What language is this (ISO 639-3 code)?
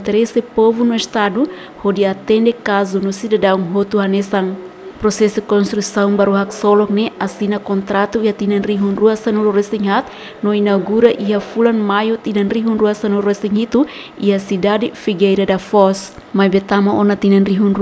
tet